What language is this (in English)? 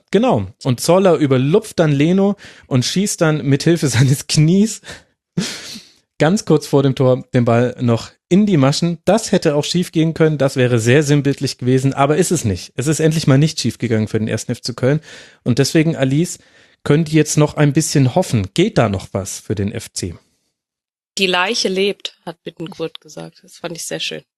German